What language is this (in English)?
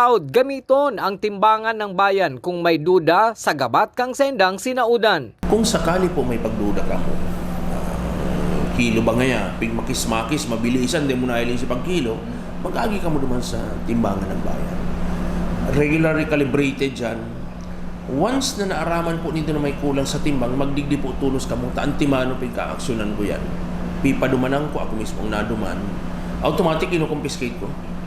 Bikol